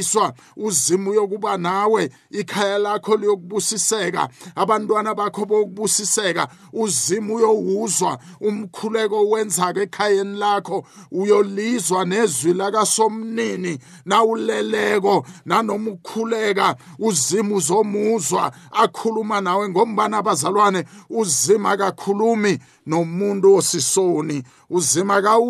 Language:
South Ndebele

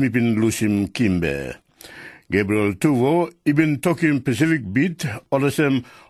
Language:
Tok Pisin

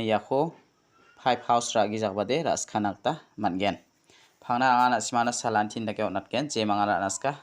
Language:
Garo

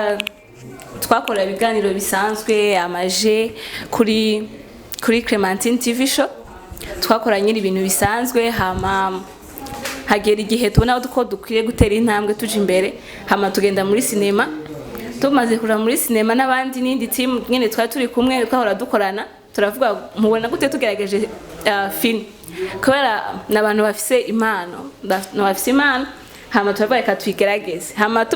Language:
Rundi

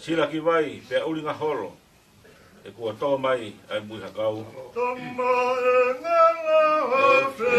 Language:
Tongan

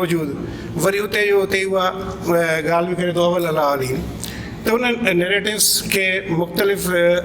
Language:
Sindhi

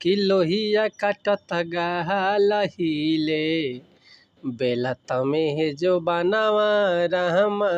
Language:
Bhojpuri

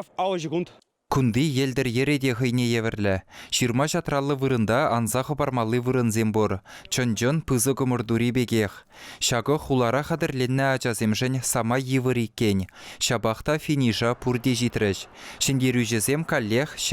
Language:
Chuvash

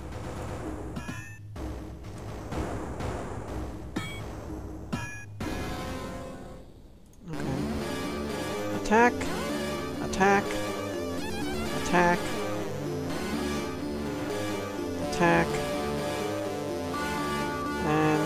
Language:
English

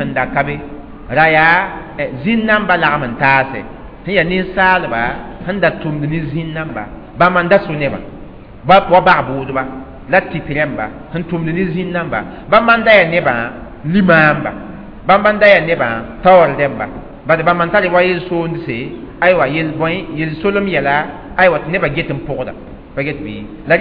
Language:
Mossi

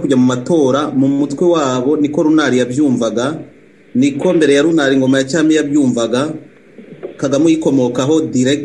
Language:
Kinyarwanda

